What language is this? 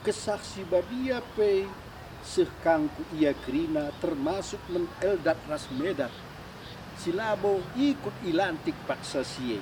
Batak Karo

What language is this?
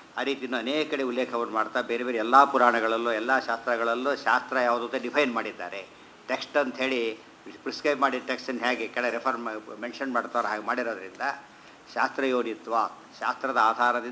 Kannada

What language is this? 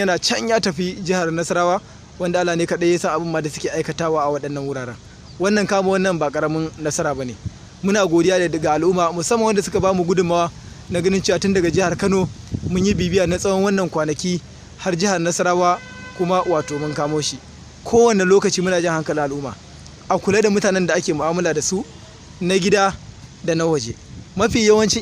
Hausa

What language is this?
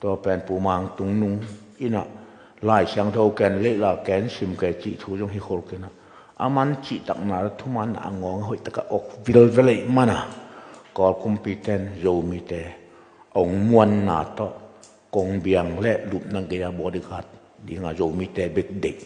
Tedim Chin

